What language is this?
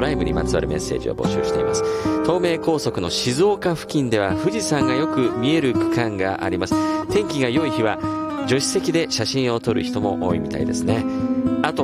Japanese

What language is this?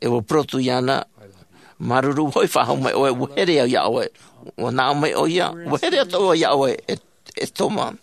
Tahitian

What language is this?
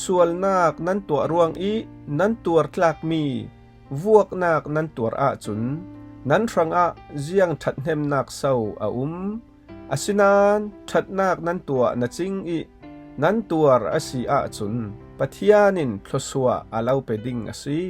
Falam Chin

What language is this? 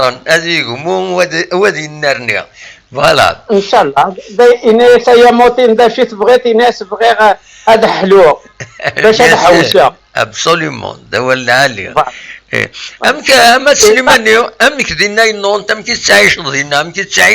Kabyle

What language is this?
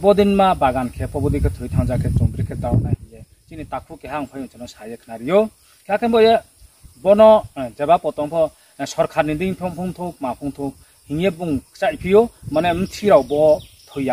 Riang (India)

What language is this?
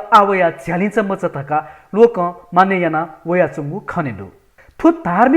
Newari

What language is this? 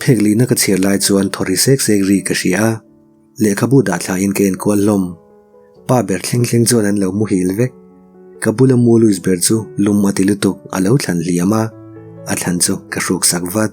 Mizo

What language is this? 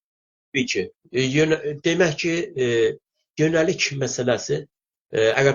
South Azerbaijani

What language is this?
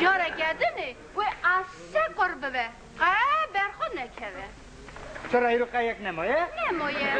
Kurdish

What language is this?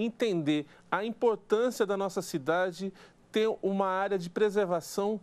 Portuguese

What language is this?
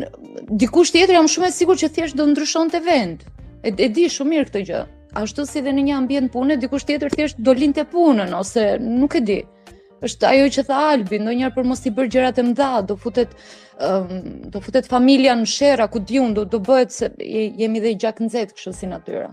Albanian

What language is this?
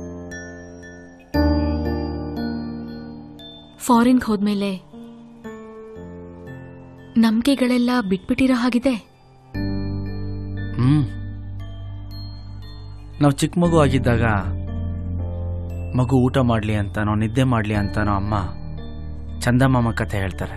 Kannada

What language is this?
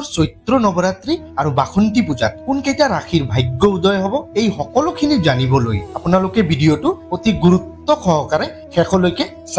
Assamese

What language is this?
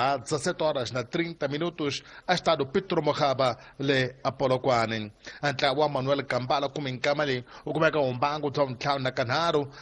Tsonga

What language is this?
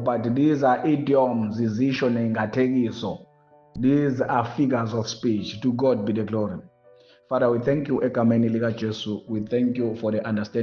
Zulu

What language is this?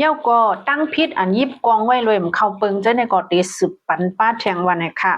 Shan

